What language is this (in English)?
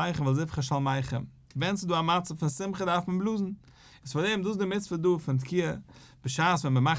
Yiddish